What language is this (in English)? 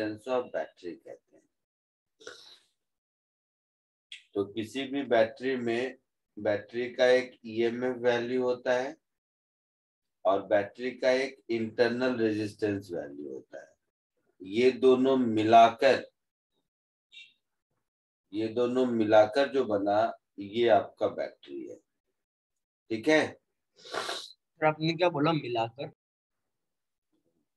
Hindi